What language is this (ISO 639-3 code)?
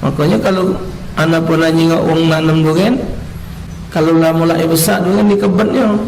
mui